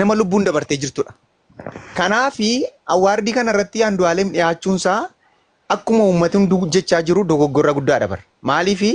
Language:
Oromo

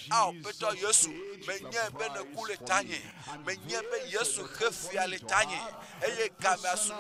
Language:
Ewe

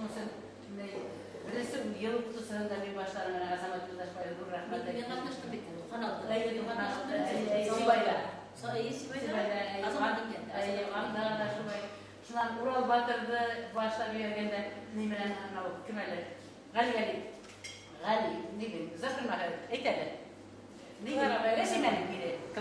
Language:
Bashkir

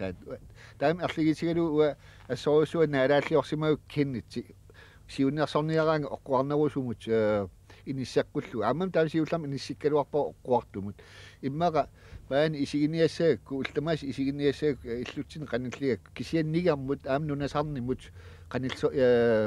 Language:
Kalaallisut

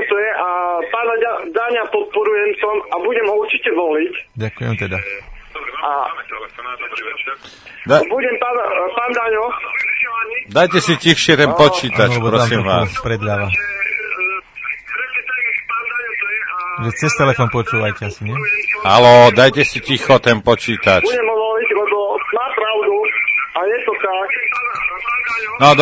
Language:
Slovak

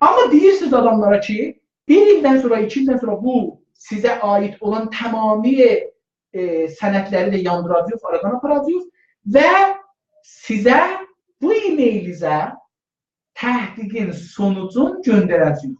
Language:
South Azerbaijani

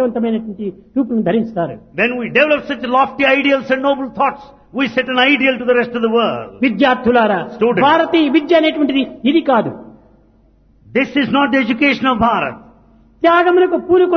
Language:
Telugu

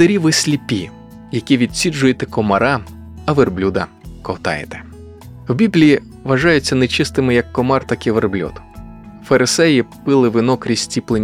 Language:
Ukrainian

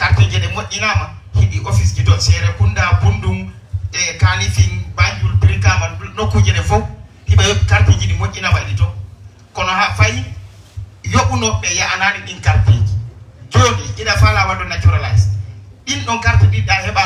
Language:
Fula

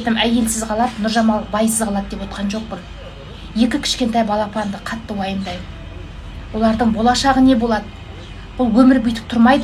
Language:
Kazakh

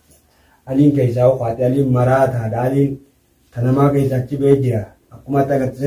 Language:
Oromo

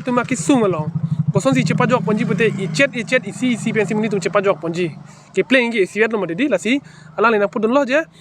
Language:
Karbi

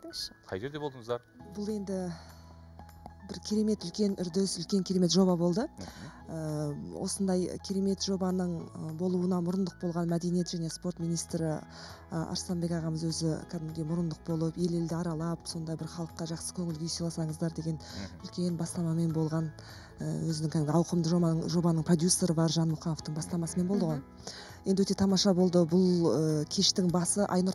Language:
Kazakh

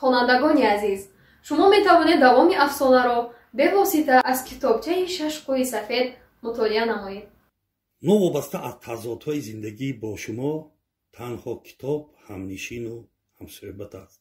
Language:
Tajik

